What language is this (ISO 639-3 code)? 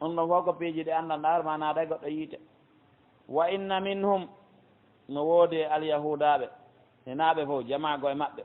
fuf